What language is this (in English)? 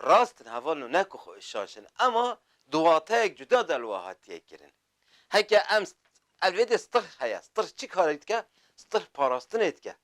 Kurdish